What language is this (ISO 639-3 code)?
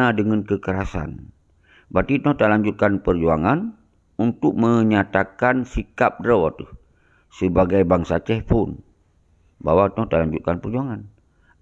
ace